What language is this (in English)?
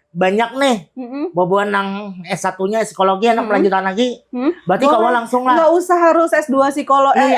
Banjar